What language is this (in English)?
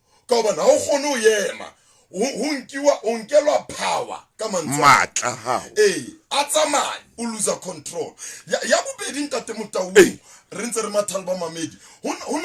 Southern Sotho